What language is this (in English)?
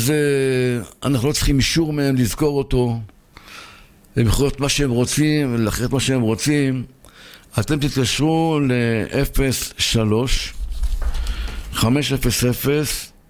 Hebrew